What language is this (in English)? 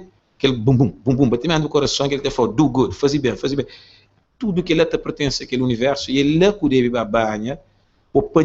Kabuverdianu